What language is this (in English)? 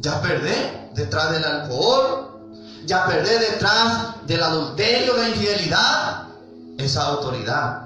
Guarani